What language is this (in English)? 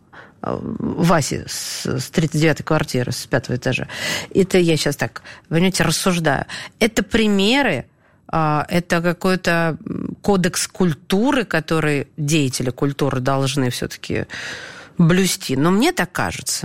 Russian